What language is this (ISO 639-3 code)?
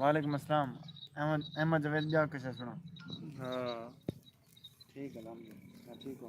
skr